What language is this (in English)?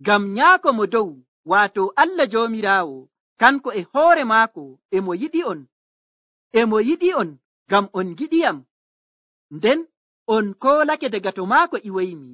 Nigerian Fulfulde